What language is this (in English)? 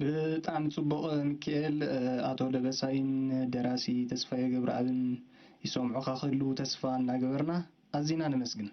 Tigrinya